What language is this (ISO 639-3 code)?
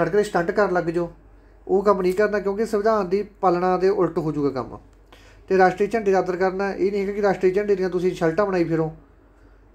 pan